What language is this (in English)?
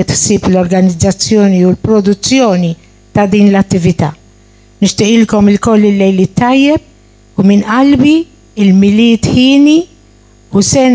Maltese